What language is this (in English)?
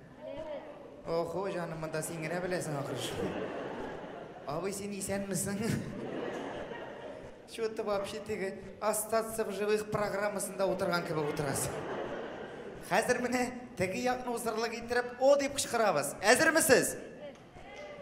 Tatar